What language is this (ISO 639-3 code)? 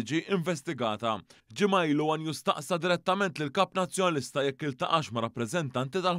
mlt